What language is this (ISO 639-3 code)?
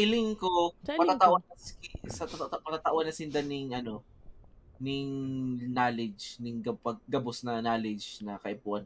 bik